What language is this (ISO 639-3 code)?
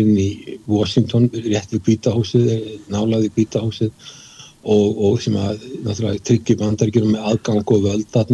isl